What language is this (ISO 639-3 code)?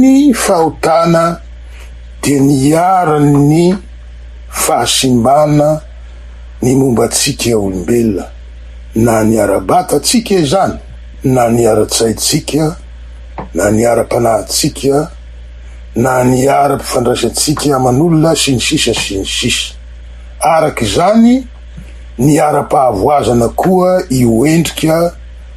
mlg